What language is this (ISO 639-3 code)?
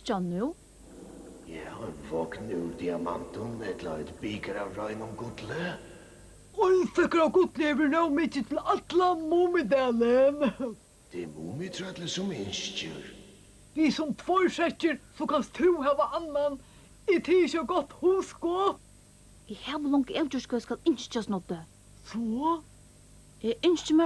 fao